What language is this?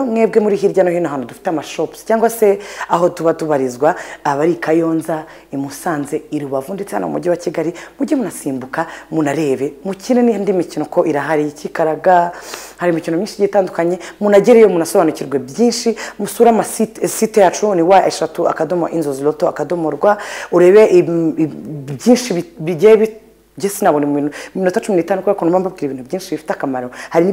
Kinyarwanda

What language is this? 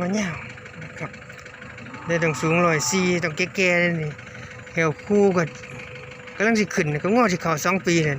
Northeastern Thai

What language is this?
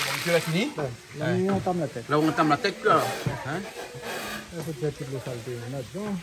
Réunion Creole French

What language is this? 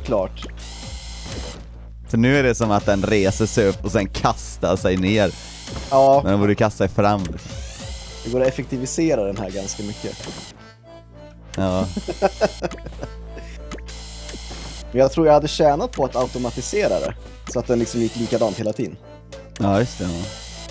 Swedish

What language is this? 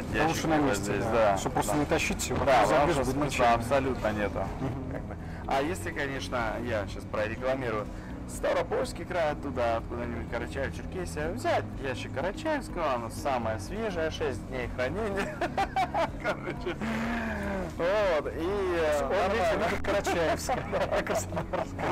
Russian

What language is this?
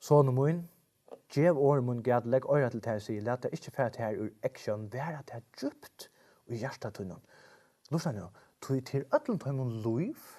Faroese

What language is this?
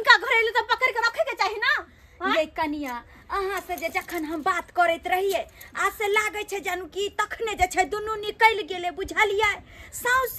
Maithili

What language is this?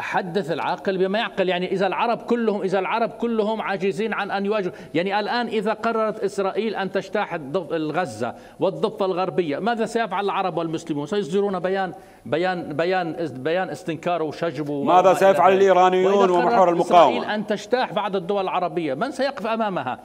Mesopotamian Arabic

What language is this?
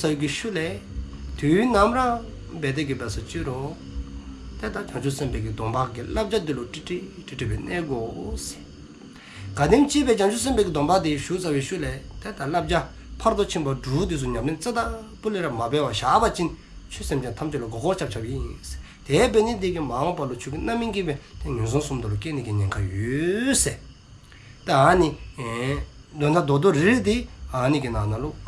Dzongkha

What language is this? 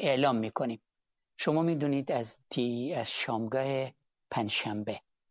Persian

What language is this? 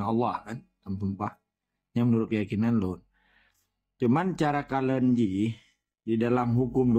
Achinese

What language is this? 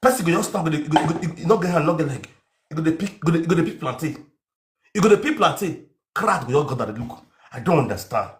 Nigerian Pidgin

